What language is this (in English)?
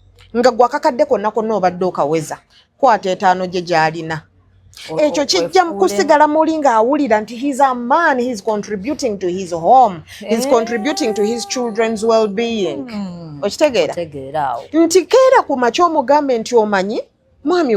Ganda